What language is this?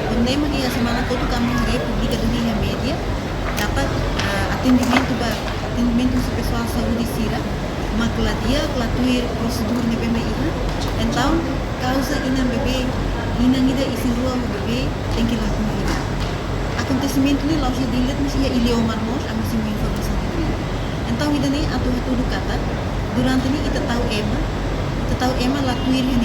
Tetum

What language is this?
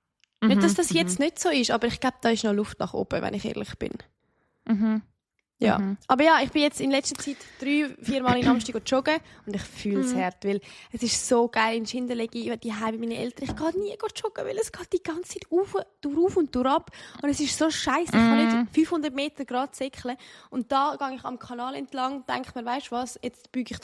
Swiss German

